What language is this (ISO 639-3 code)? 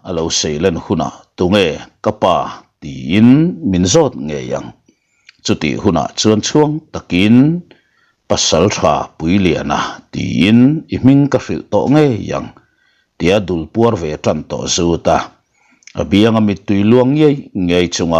lus